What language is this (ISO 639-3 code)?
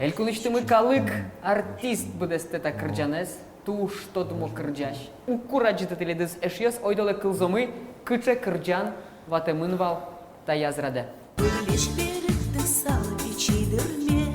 udm